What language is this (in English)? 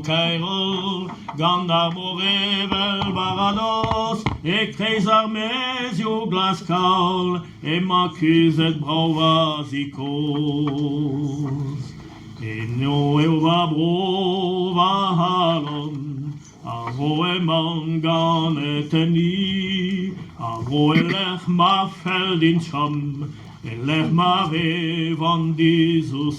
Breton